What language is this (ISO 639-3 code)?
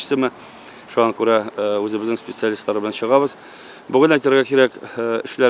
tat